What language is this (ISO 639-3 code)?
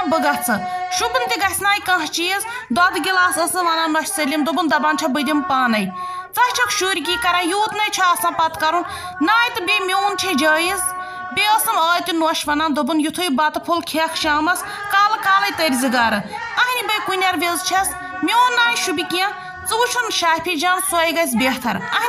kas